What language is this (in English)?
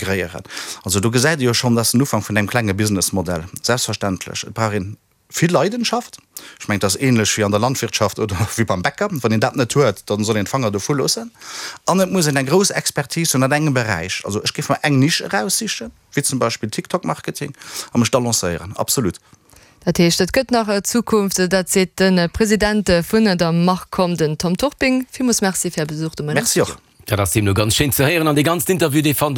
Luxembourgish